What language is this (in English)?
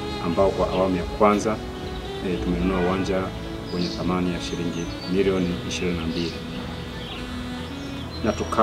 Swahili